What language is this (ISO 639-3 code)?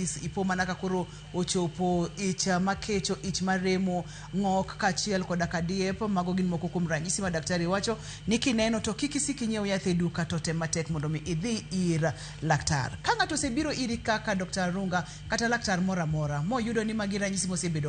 luo